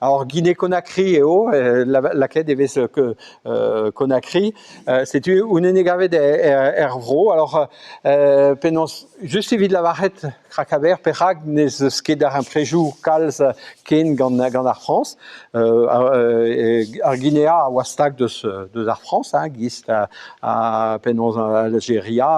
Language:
Breton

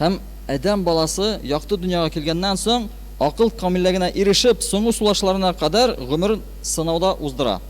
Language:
Tatar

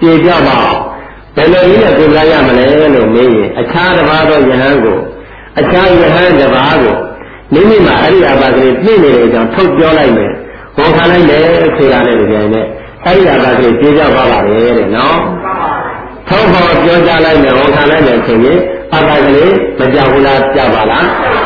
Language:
Burmese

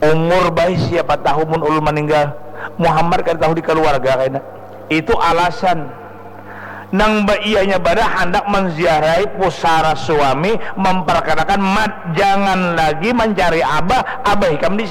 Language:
Banjar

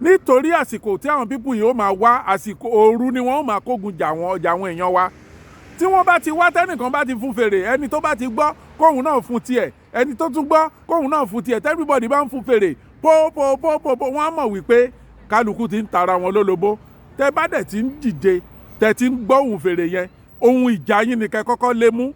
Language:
Yoruba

